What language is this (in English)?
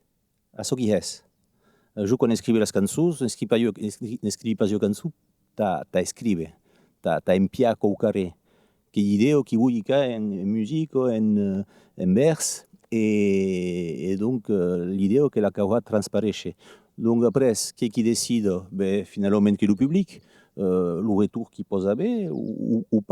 Occitan